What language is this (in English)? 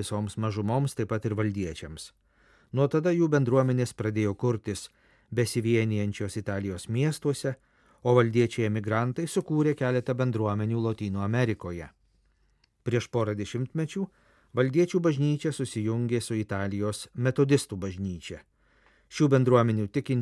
Lithuanian